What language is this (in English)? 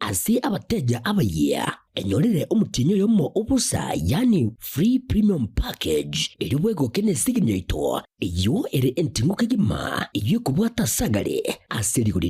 Gusii